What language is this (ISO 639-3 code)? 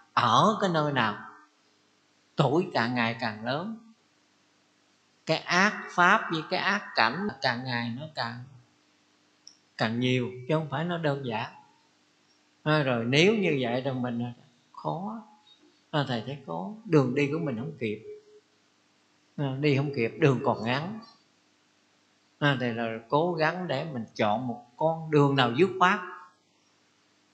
vie